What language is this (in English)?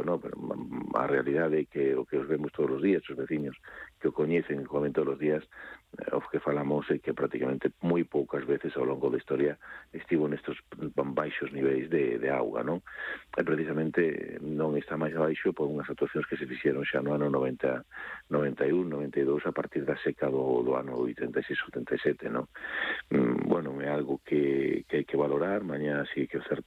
Galician